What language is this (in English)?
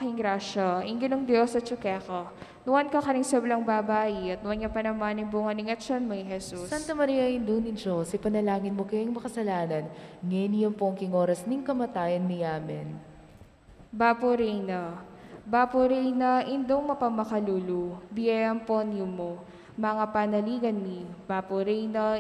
Pampanga